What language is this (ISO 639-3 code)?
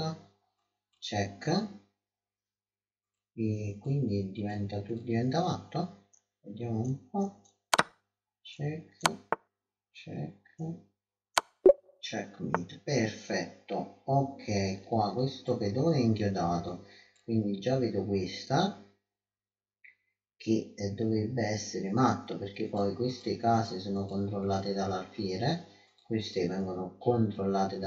ita